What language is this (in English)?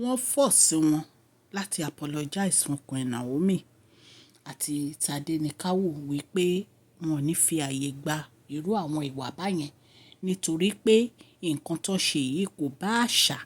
Yoruba